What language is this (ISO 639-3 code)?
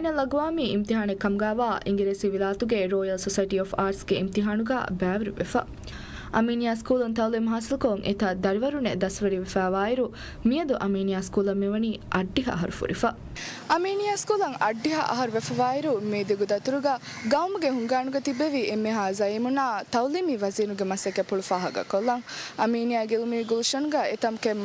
div